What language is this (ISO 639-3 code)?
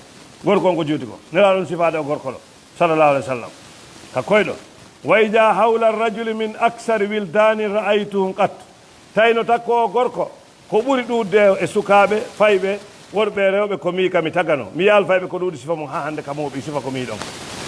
ful